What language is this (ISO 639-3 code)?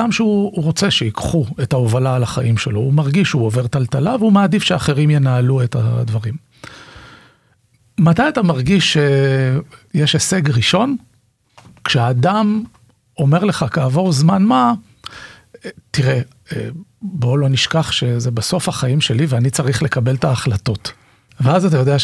heb